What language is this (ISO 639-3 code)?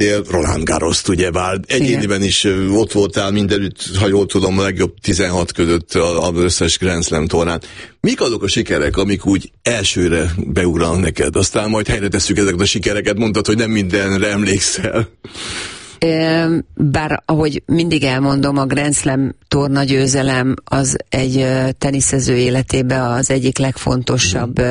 hun